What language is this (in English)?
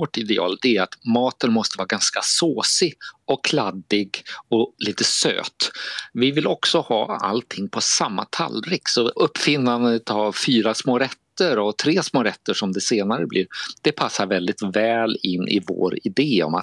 Swedish